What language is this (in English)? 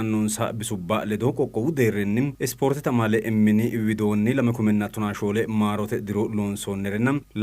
Sidamo